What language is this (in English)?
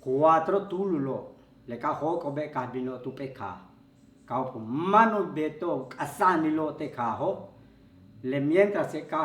Yucateco